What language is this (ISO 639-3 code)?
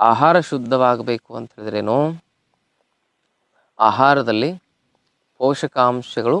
kan